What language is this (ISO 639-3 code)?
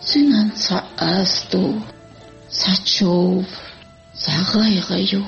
che